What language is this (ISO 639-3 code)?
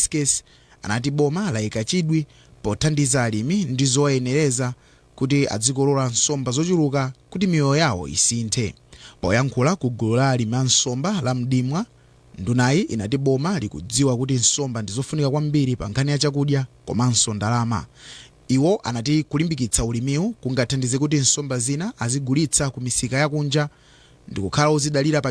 nya